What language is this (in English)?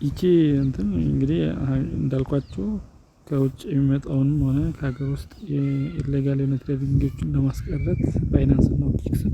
Amharic